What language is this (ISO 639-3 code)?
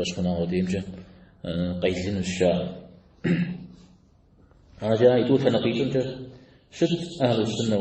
kbd